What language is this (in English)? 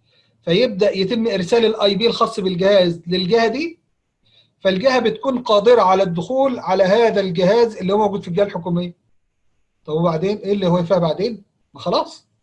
Egyptian Arabic